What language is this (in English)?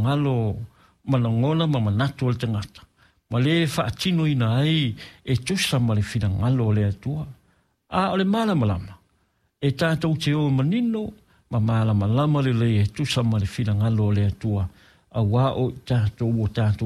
Samoan